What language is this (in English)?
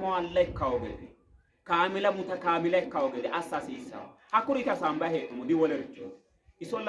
Sidamo